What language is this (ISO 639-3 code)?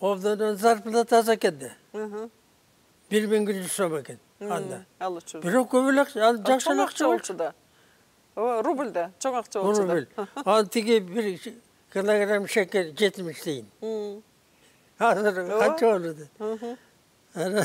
kir